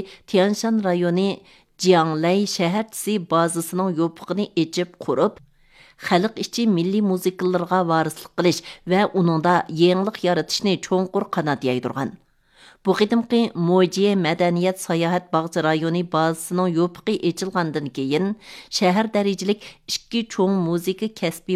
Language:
Uyghur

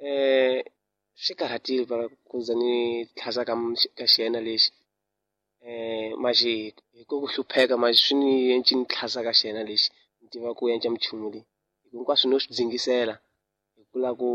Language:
Tsonga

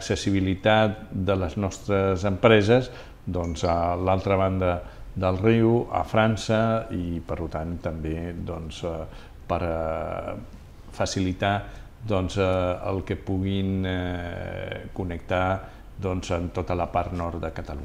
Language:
Catalan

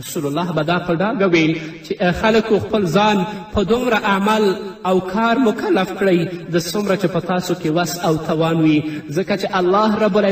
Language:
Pashto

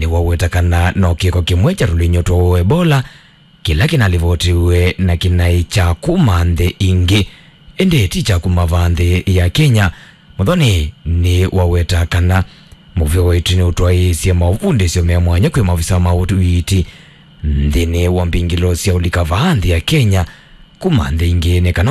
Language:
Kamba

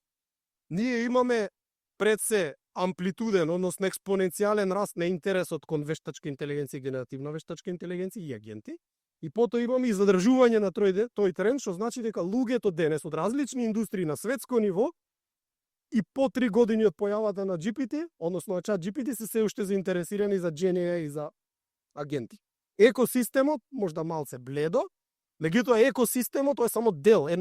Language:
Macedonian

